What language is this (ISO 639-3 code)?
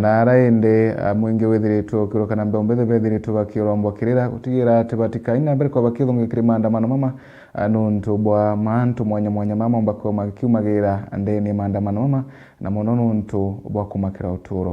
mer